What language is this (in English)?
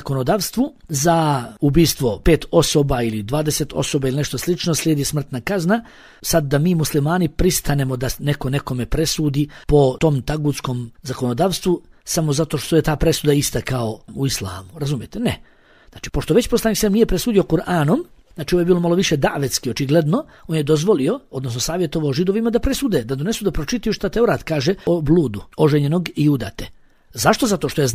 Bosnian